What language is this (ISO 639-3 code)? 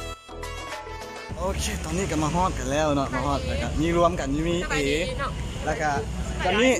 lao